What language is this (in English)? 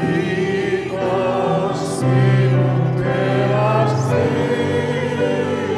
Finnish